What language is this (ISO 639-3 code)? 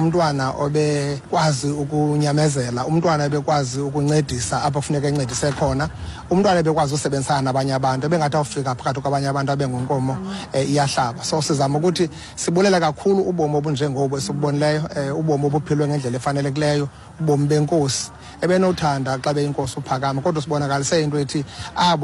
xho